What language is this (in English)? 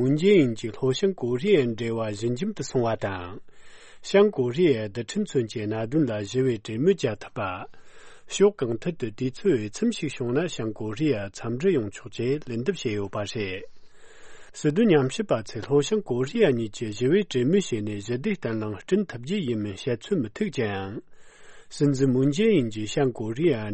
Tibetan